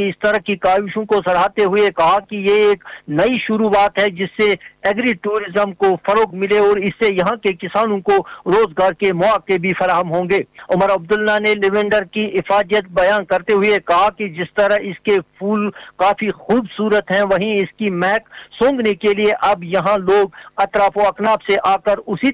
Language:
Urdu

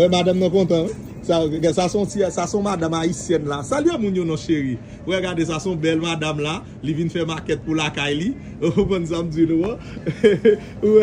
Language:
Haitian Creole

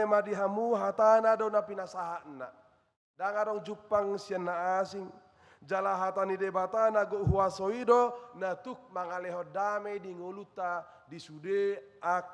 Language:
Batak Toba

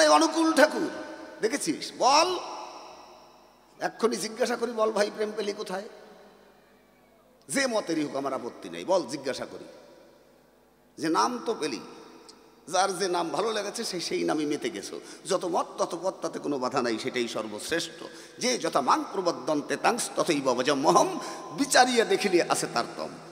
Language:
Bangla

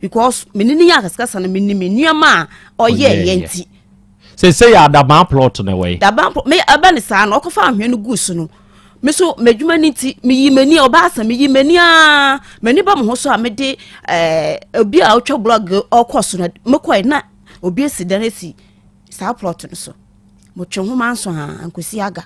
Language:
Akan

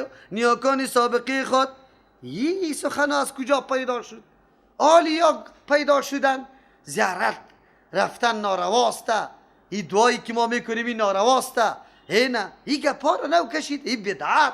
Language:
Persian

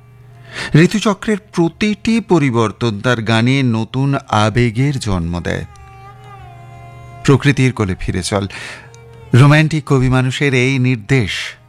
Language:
Bangla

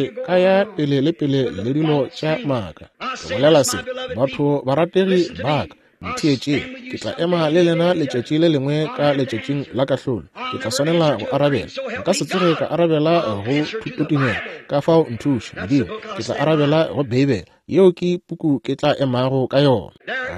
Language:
Northern Sotho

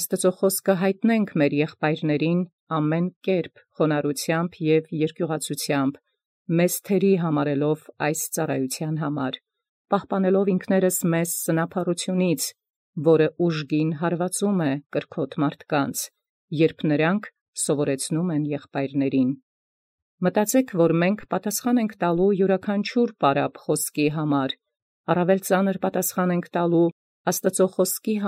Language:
Armenian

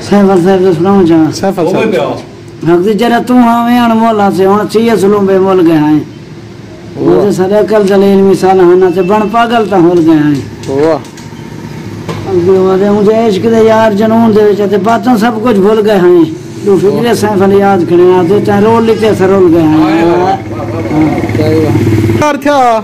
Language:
Saraiki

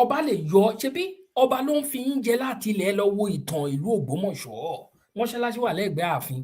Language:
Yoruba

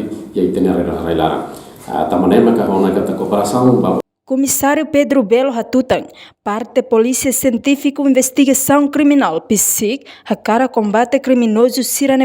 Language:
Tetum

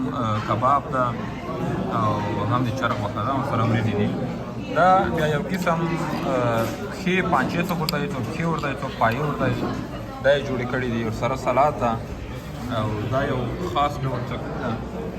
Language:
Pashto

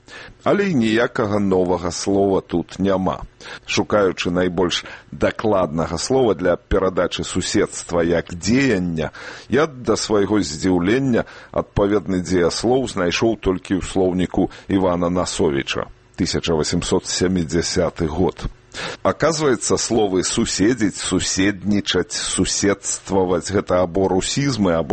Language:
Belarusian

